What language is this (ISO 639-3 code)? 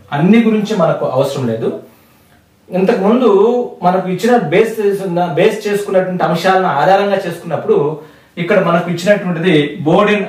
tel